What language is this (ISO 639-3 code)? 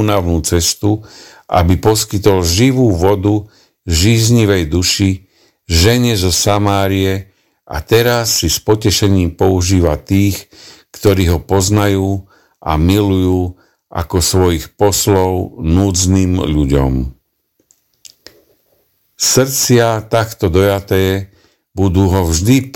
slk